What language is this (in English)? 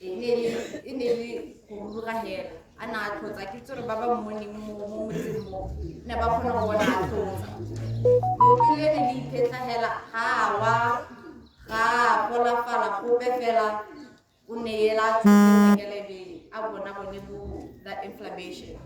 Tswana